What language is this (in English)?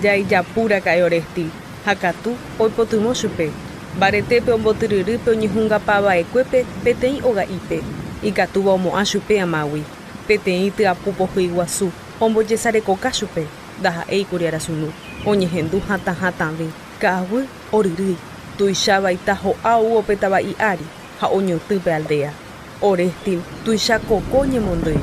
Guarani